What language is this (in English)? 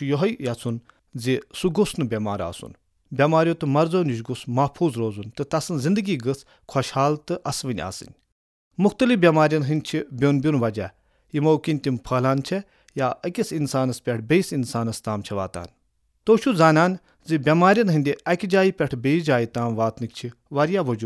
Kashmiri